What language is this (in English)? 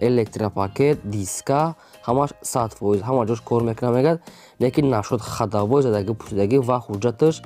Tajik